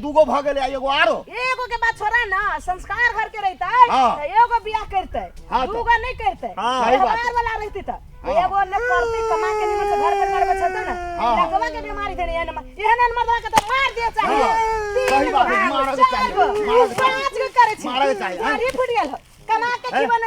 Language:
Maithili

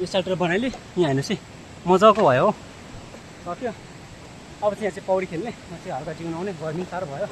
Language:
Nepali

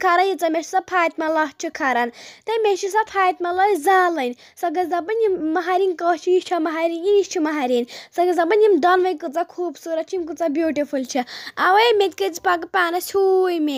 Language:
Kashmiri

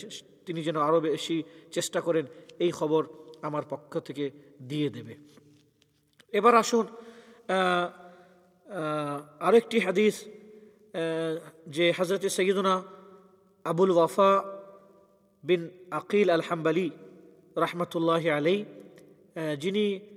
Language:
Bangla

